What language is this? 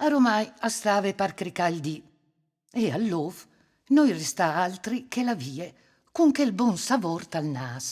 Friulian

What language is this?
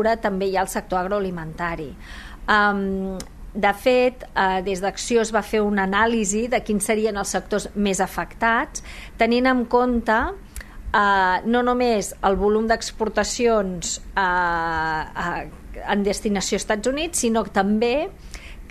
Catalan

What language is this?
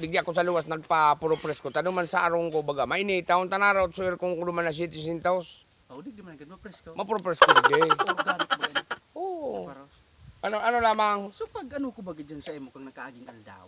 Bikol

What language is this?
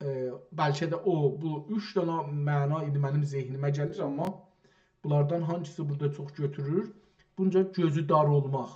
South Azerbaijani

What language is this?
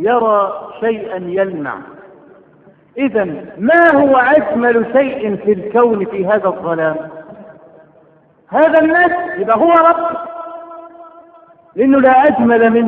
Arabic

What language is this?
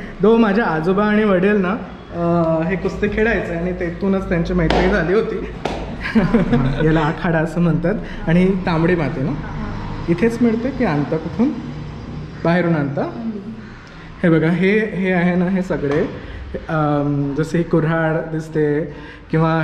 Marathi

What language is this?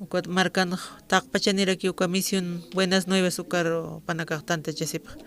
Aymara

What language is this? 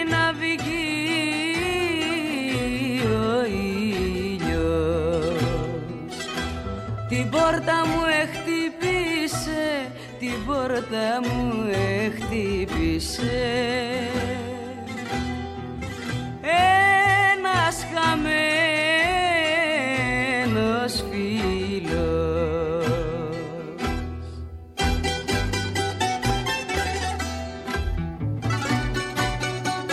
Greek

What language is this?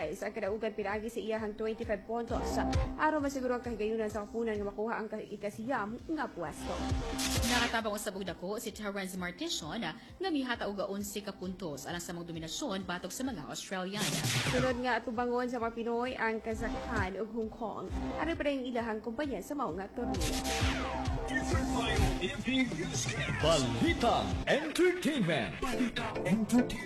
Cebuano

